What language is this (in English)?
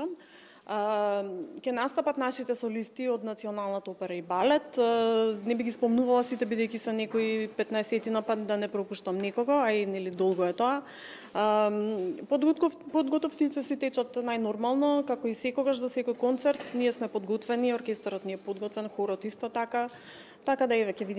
Macedonian